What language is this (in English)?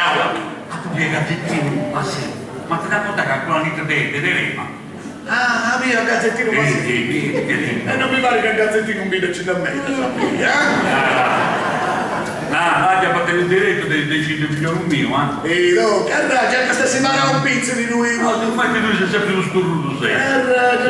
Sardinian